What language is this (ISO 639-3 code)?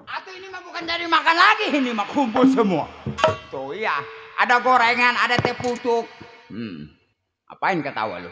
bew